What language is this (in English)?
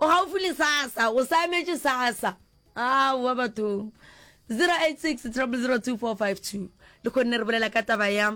Northern Sotho